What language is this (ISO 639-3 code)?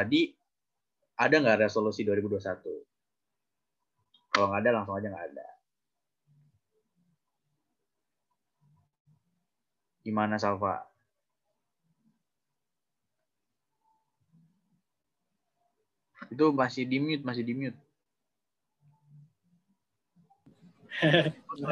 ind